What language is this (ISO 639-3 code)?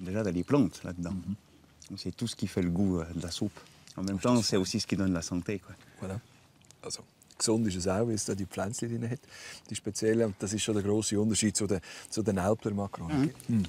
gsw